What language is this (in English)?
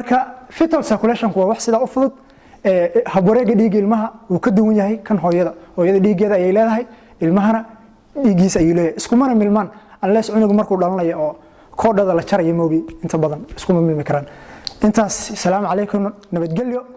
Somali